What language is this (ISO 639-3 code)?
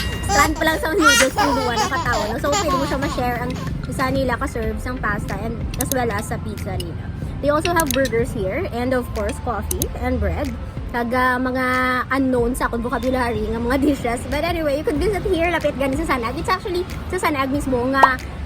hil